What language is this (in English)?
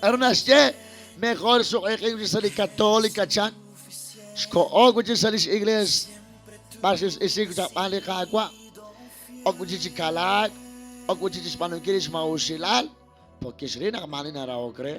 Kekchí